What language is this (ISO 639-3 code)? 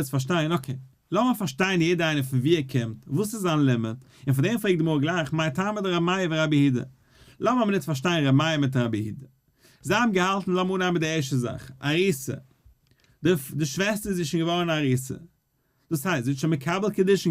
yid